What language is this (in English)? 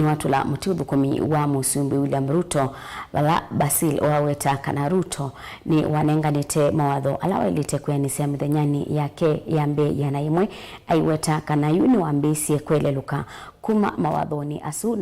Kamba